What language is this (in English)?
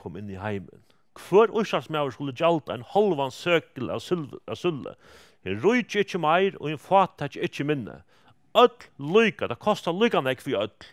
Faroese